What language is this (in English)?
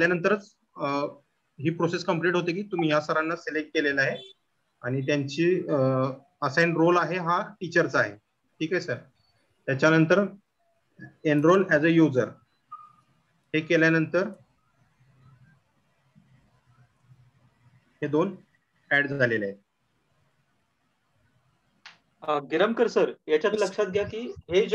Marathi